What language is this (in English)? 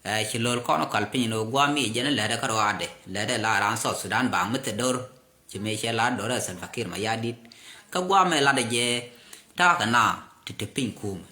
Nuer